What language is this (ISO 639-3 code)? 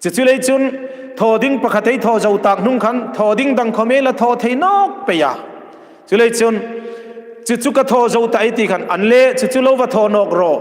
hmr